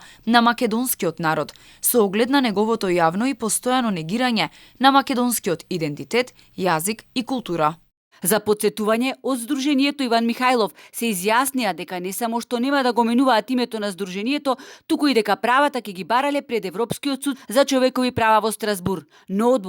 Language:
Macedonian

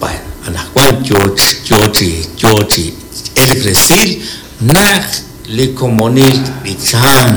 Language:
Kekchí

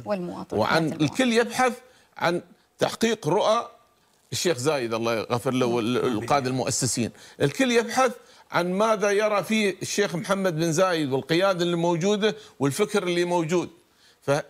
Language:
Gulf Arabic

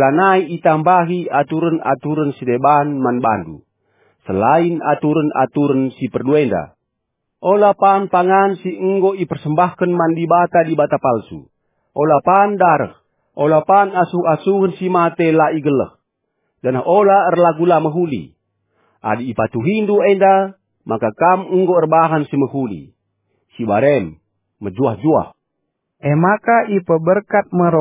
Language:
Batak Karo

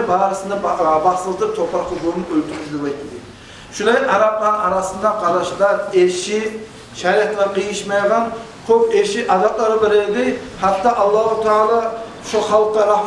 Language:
Kumyk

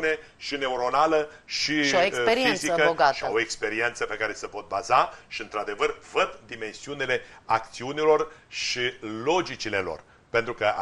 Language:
Romanian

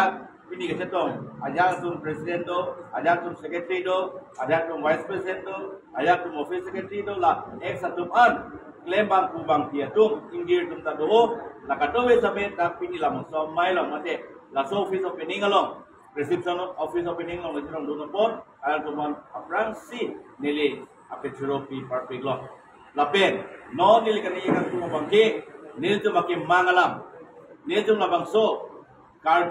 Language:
Karbi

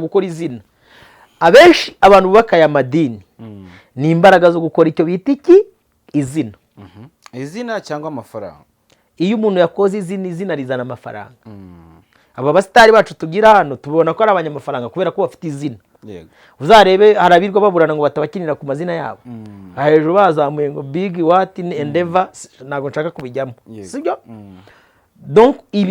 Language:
Kinyarwanda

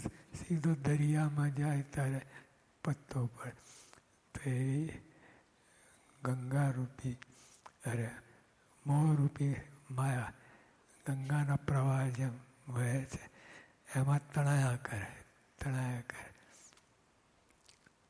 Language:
Gujarati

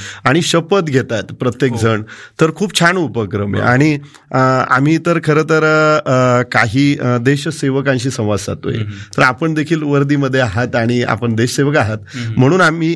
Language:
Marathi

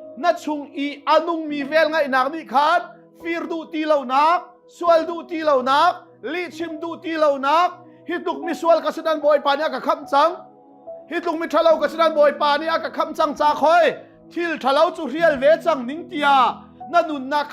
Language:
Hakha Chin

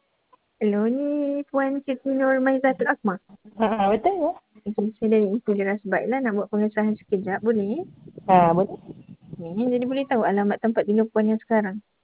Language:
Malay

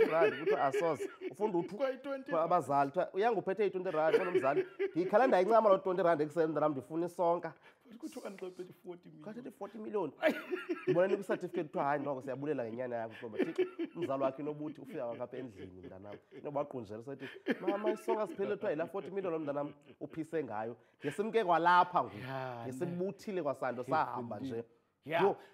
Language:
Xhosa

